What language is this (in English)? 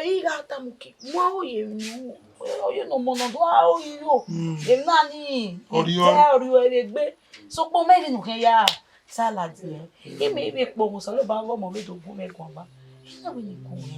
Bini